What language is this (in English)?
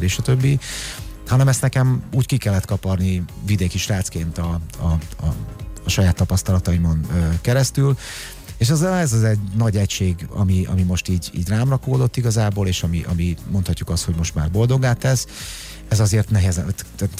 Hungarian